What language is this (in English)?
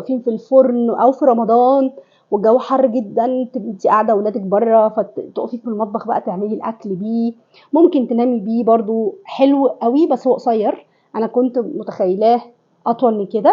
Egyptian Arabic